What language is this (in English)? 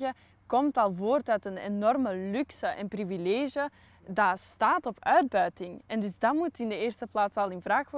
Dutch